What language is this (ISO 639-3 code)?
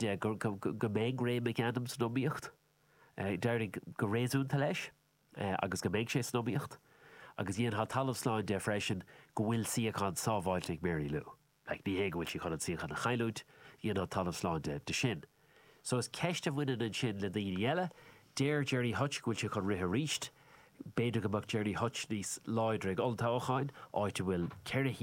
gle